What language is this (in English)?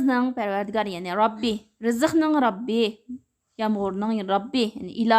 Uyghur